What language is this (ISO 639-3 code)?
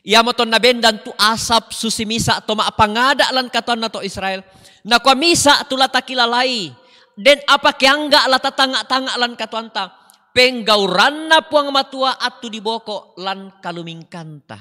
sda